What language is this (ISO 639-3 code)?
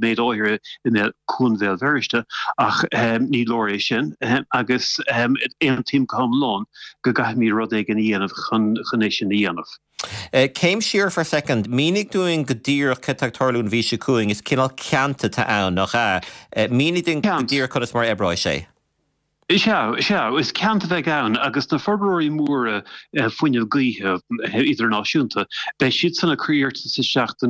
gle